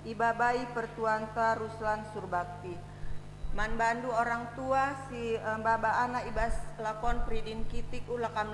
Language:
Batak Karo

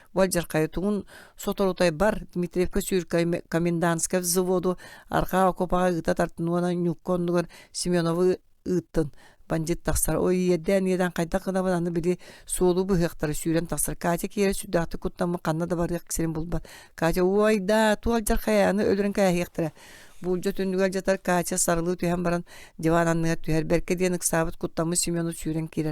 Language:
Yakut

